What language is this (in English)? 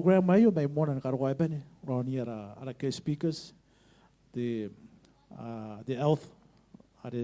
Gilbertese